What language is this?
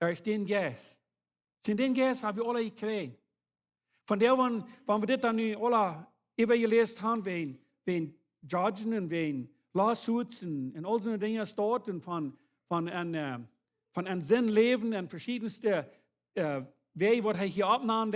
Plautdietsch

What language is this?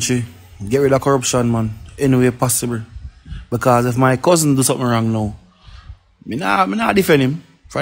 Jamaican Creole English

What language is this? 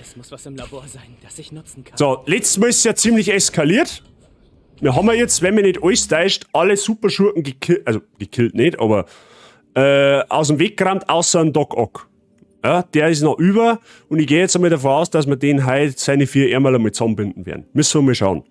Bavarian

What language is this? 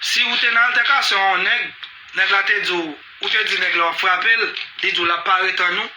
Haitian Creole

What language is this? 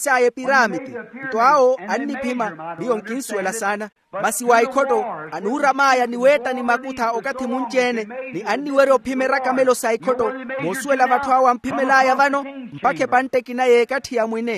Makhuwa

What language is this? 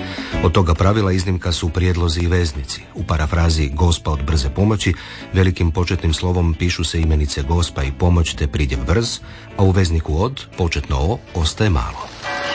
Croatian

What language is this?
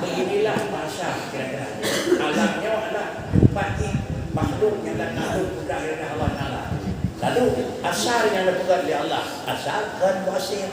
Achinese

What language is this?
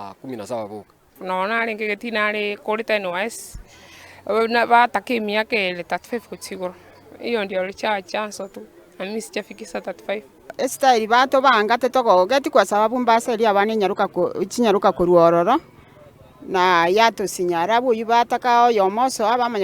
Gusii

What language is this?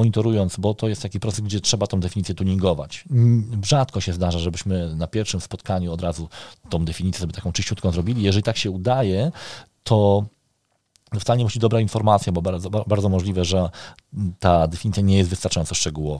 Polish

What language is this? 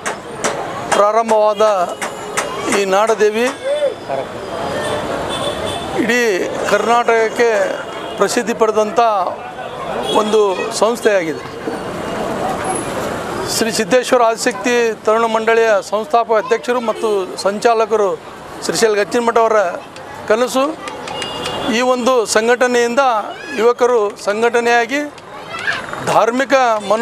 Kannada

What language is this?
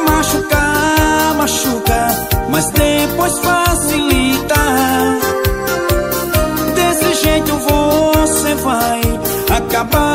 Portuguese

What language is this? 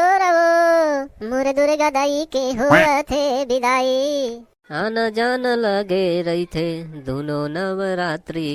Chhattisgarhi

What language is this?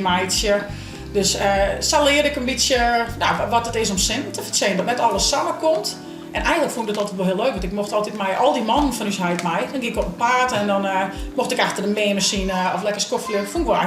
Western Frisian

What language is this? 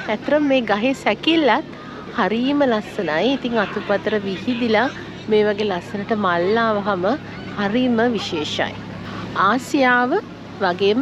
Sinhala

